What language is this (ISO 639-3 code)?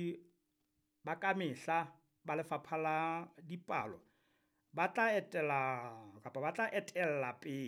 sot